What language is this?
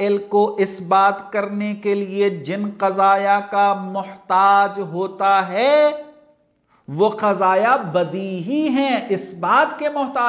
Urdu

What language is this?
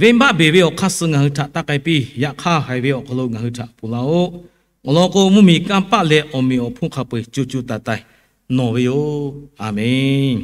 Lahu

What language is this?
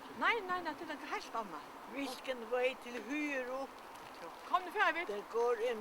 Faroese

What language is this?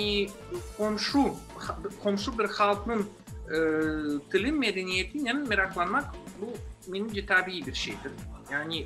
Crimean Tatar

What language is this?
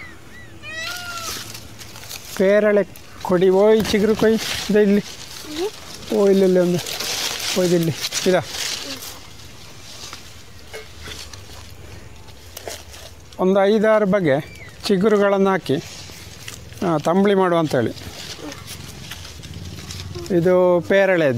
Kannada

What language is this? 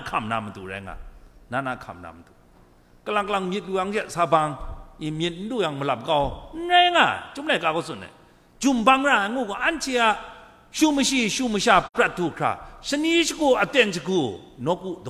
Kachin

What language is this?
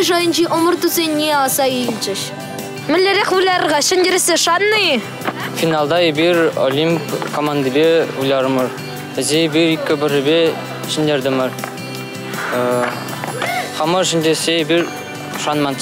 Chuvash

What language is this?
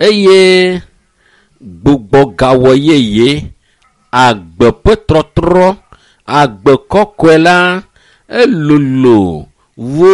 Ewe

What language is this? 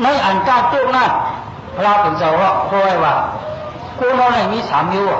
Shan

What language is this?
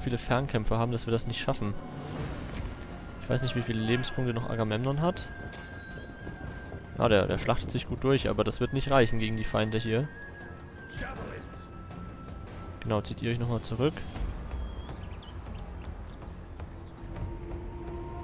German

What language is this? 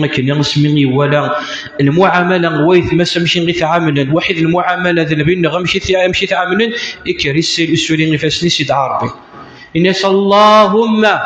Kabyle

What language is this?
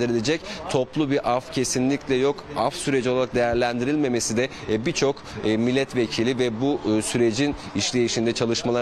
Turkish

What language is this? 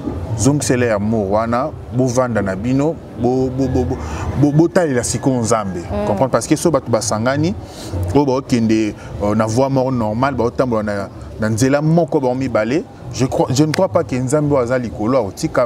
Lingala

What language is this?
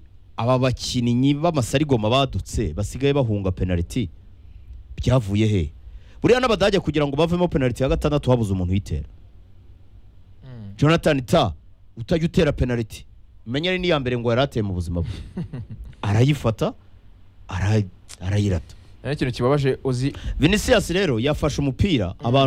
Kinyarwanda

